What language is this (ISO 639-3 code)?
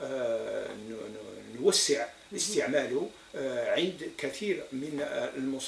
ara